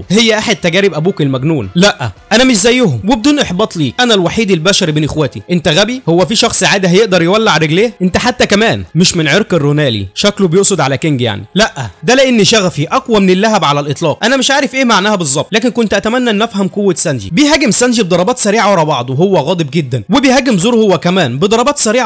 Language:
Egyptian Arabic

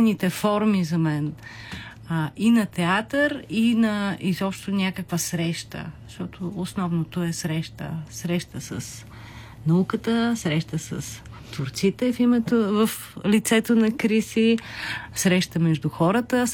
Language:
Bulgarian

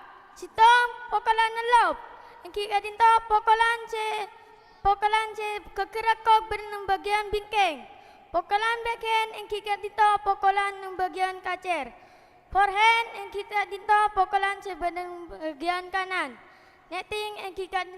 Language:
Madurese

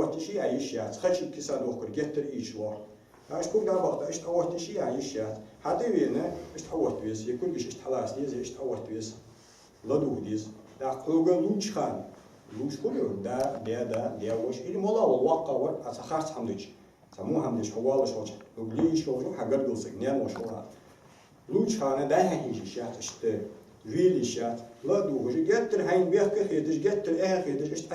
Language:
Ingush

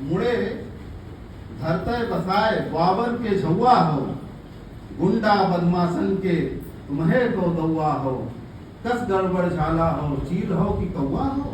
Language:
Awadhi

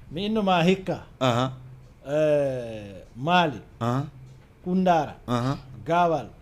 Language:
Fula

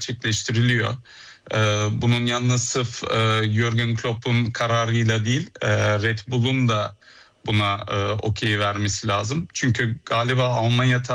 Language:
Turkish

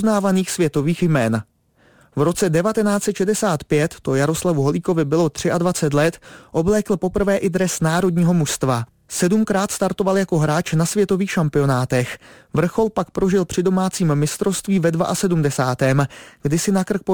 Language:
Czech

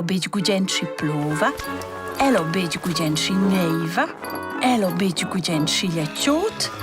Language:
Romansh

